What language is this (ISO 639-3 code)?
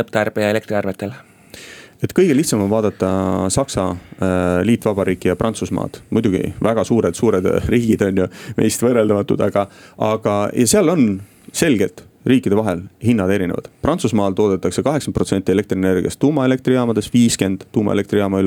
est